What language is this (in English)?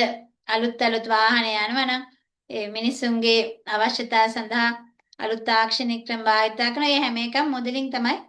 Sinhala